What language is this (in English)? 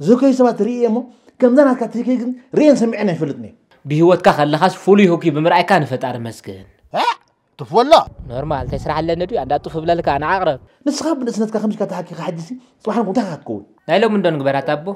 Tigrinya